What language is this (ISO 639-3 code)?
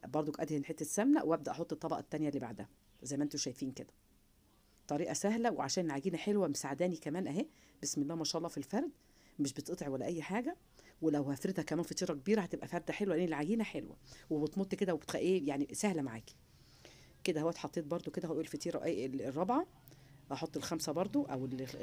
arz